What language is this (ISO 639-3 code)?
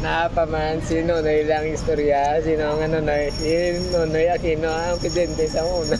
hil